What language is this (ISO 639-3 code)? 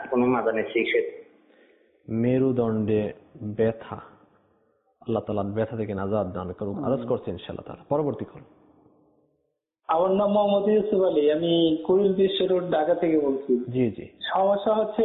ben